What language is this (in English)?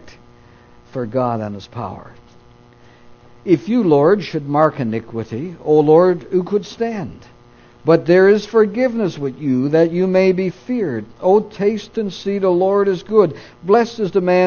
English